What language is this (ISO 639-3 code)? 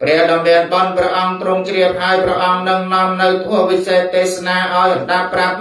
khm